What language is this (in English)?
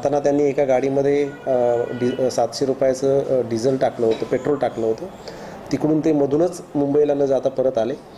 Marathi